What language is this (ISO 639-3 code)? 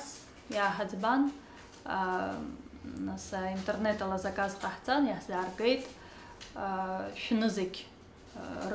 abk